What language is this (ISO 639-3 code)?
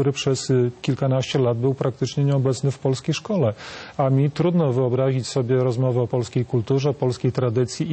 pol